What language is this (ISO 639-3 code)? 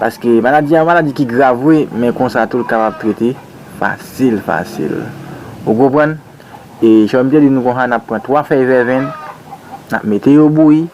hat